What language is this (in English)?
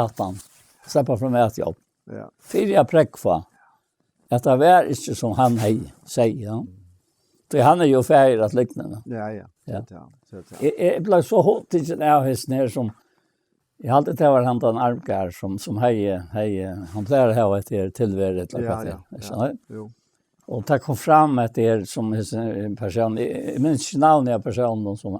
Faroese